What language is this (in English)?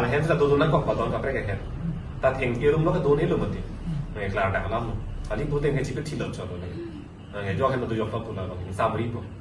Karbi